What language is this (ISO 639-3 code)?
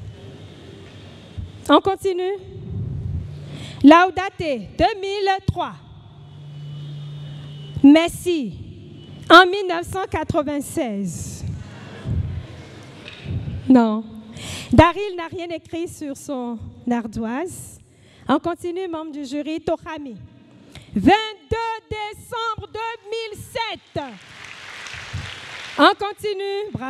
fra